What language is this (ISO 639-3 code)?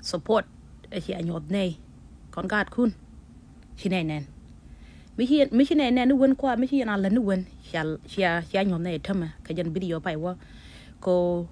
nus